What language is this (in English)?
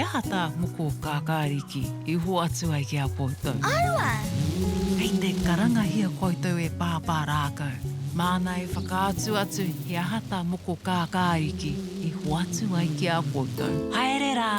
Māori